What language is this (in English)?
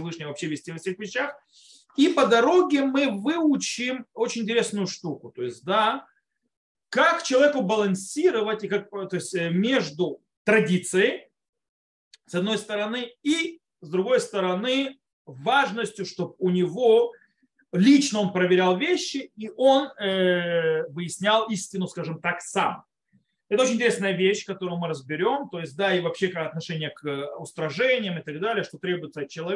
Russian